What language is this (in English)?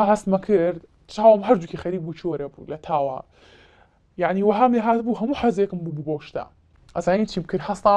Central Kurdish